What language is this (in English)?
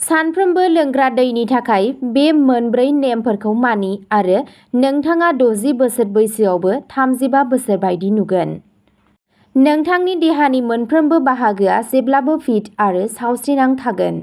Bodo